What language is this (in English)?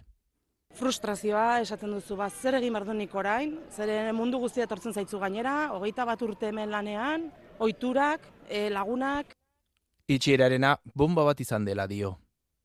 Basque